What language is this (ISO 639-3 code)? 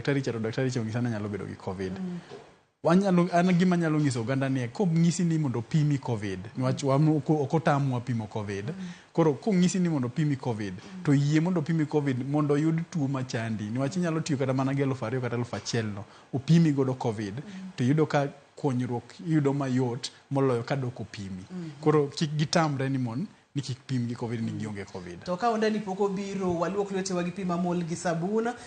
luo